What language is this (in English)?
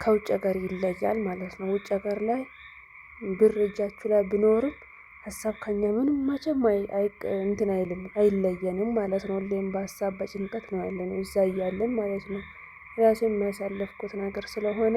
Amharic